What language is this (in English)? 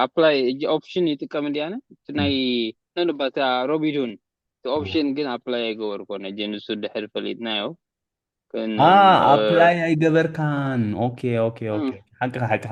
Tigrinya